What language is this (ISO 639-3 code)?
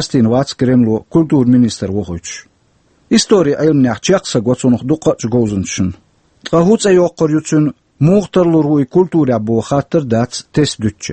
che